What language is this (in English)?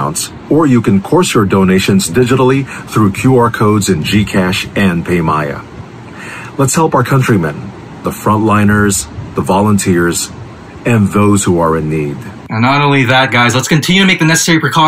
Filipino